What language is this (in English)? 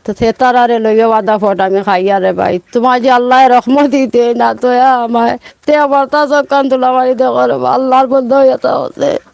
Sylheti